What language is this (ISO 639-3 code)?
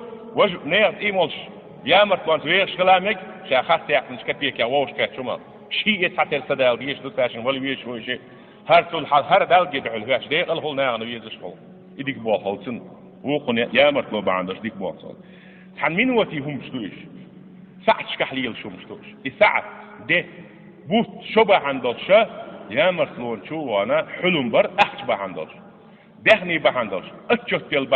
che